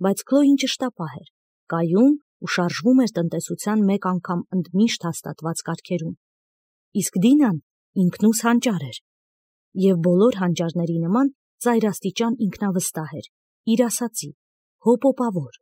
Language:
Armenian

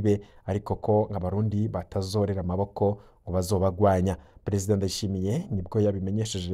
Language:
Rundi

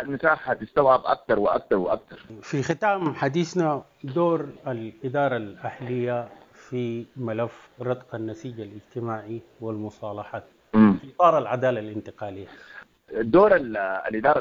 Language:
Sudanese Arabic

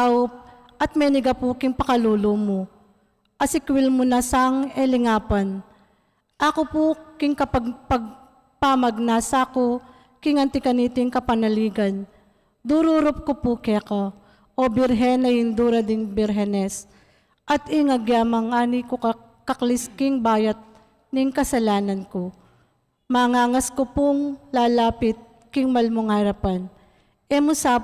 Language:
Pampanga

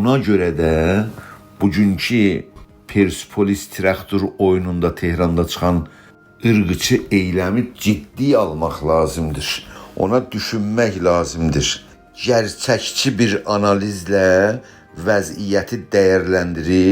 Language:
South Azerbaijani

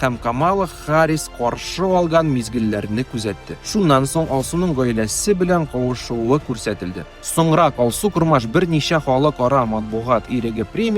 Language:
Tatar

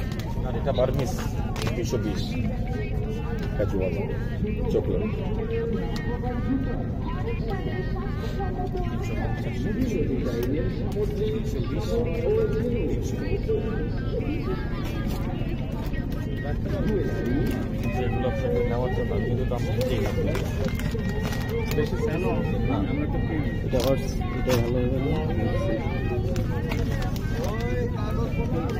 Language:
Bangla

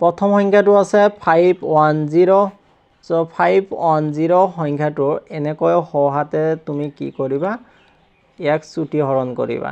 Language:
Assamese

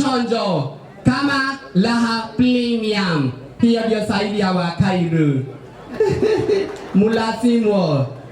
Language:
Kikuyu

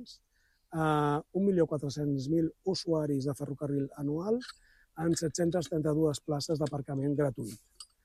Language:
Catalan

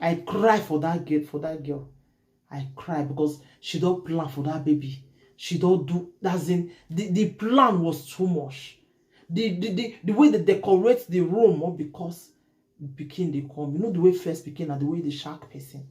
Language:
Nigerian Pidgin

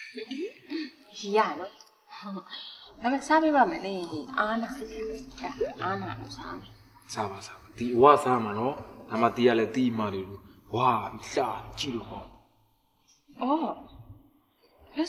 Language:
Burmese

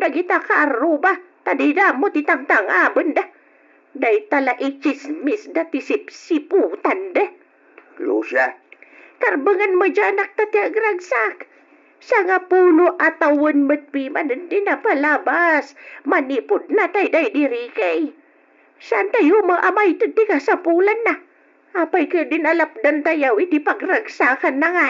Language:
Iloko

